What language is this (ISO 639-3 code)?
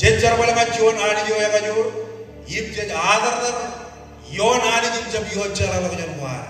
mah